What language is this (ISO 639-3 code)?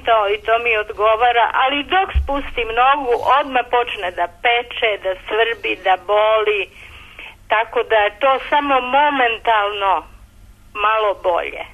srp